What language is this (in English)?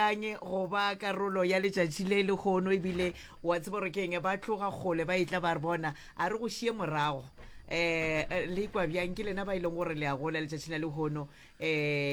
Northern Sotho